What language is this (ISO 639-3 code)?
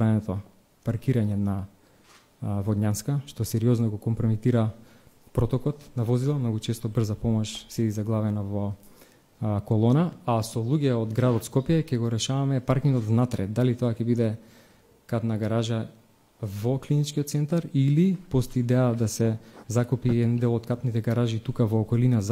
mkd